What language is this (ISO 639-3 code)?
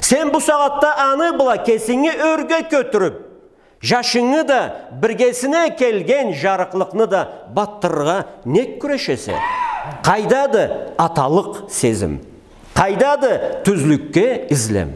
krc